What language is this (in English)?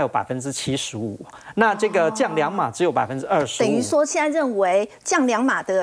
Chinese